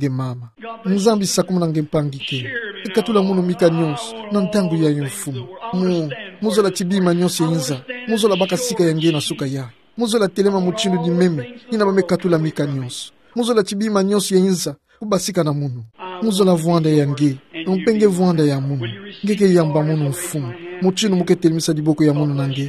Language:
Kituba (Democratic Republic of Congo)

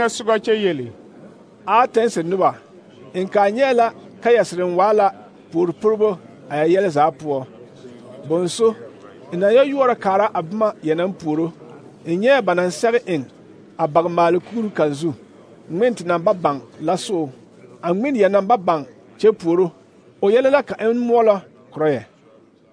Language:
Southern Dagaare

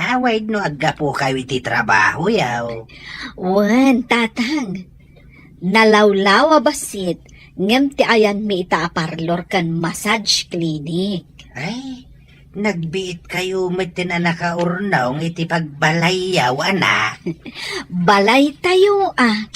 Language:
Iloko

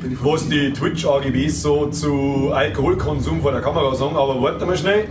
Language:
Bavarian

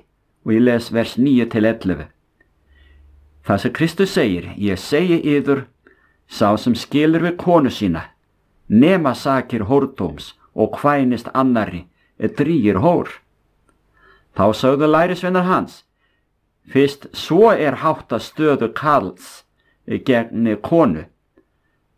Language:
Icelandic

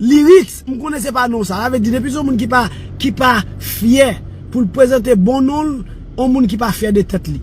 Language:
Haitian Creole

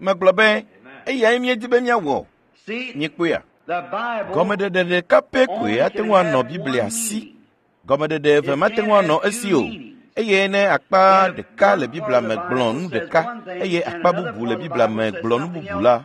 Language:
Ewe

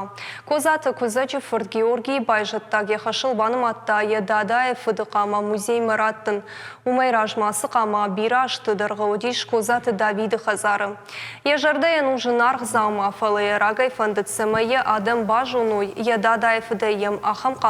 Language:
Ossetic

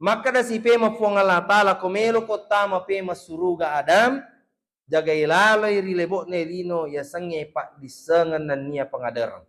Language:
Buginese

